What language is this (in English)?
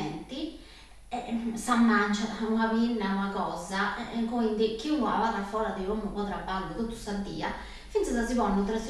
Sardinian